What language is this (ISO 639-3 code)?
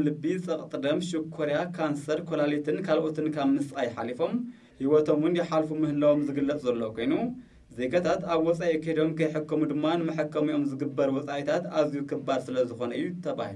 tir